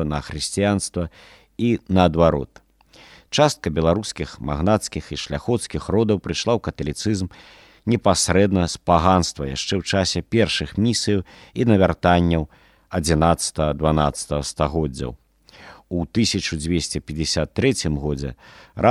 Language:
Belarusian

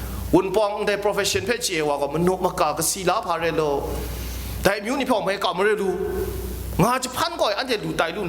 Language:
Kachin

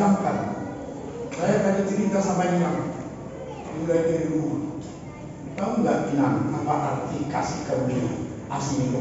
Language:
Batak Toba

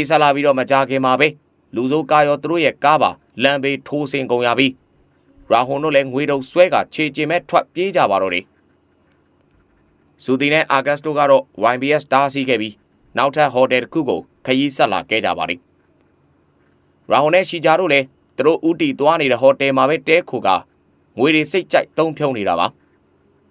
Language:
Burmese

